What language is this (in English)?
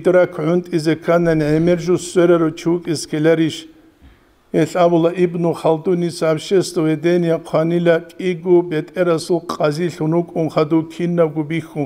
Avaric